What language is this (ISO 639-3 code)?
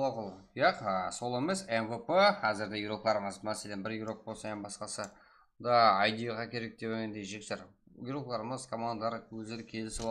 kaa